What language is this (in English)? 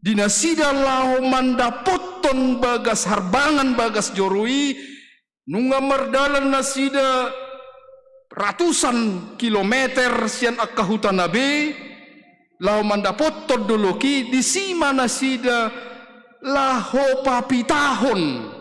Batak Toba